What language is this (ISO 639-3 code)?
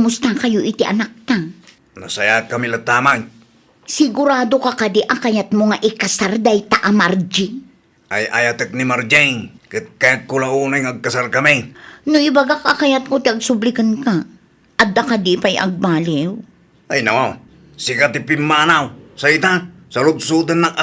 ilo